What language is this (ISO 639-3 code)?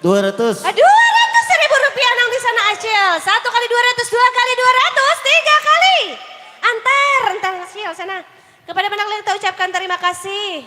bjn